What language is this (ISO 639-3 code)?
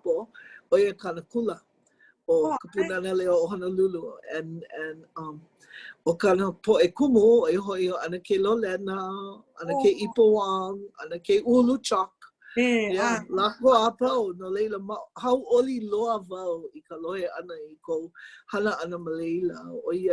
haw